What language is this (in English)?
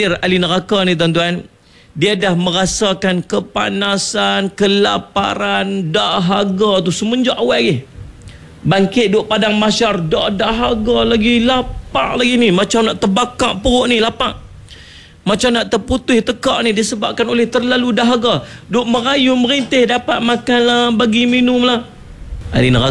Malay